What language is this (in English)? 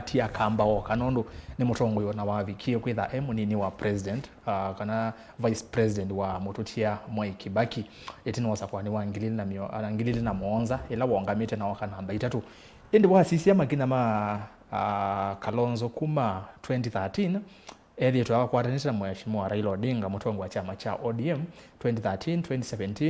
Kamba